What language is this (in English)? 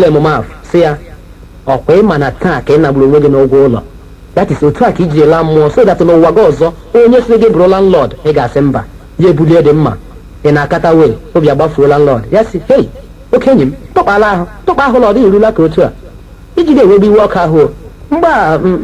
Igbo